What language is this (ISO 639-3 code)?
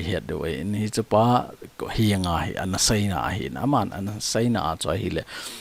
tcz